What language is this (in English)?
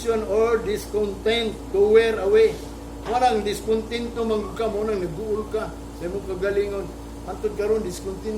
Cebuano